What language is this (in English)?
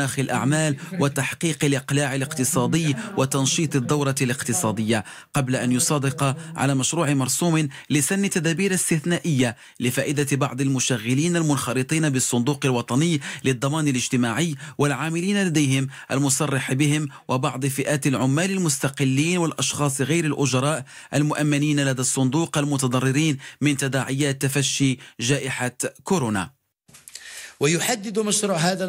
Arabic